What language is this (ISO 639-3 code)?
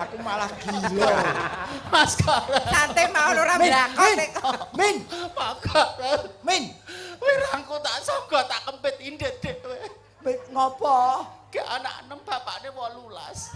jav